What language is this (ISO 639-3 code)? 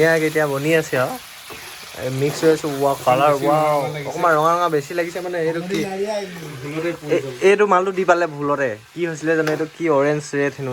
asm